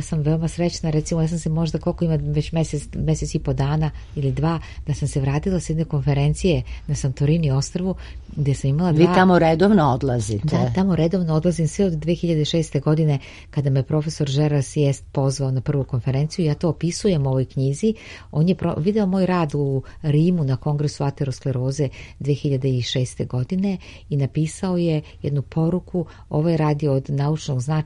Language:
Serbian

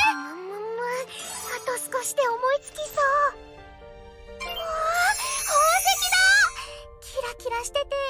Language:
Japanese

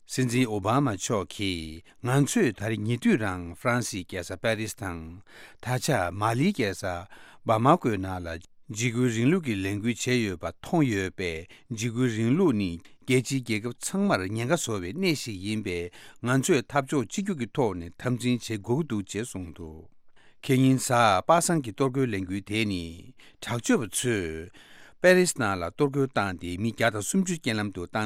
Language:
Tibetan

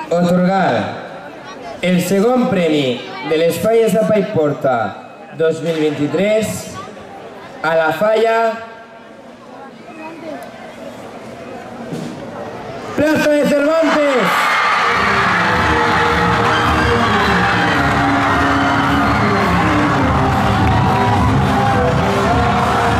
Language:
Catalan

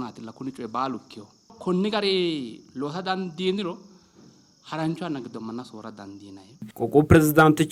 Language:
Sidamo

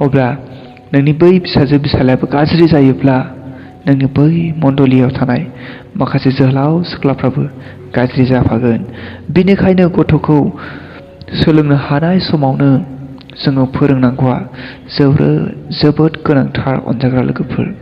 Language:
Bodo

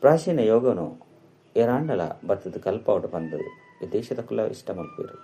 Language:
Tulu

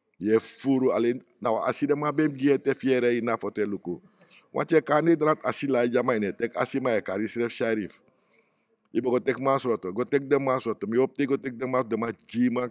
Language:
Sranan Tongo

